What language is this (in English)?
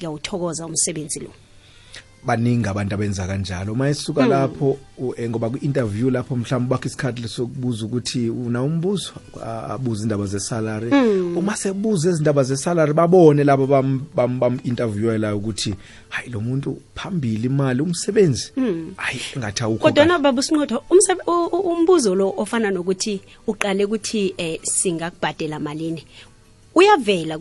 South Ndebele